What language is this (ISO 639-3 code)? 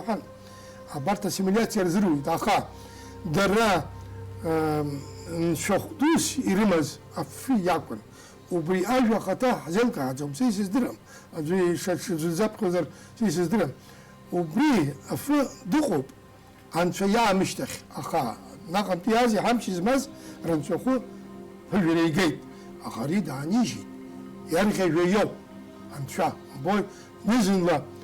abk